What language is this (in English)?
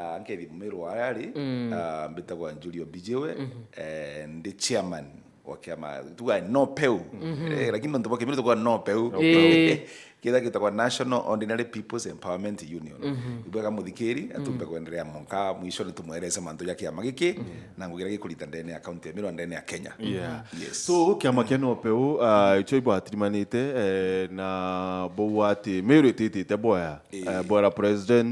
Meru